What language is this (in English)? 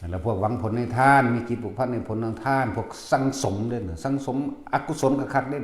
Northeastern Thai